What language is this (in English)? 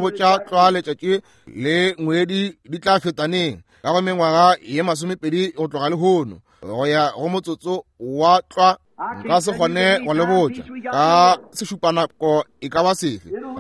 Northern Sotho